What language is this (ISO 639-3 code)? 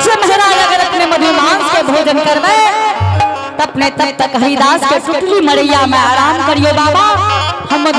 anp